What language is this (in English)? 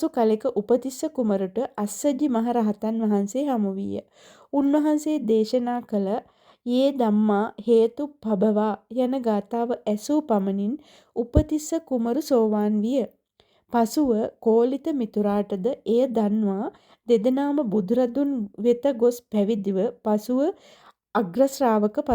Sinhala